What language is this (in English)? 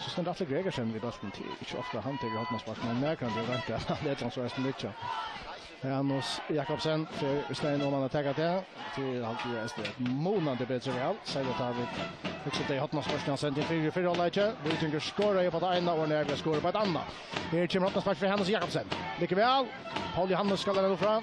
Faroese